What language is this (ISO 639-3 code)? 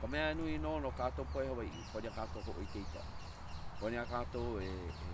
haw